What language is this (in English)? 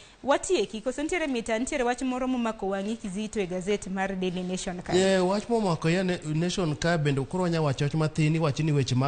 Luo (Kenya and Tanzania)